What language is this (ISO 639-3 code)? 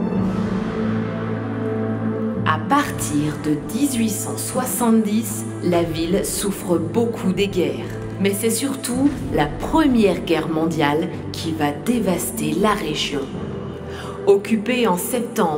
fra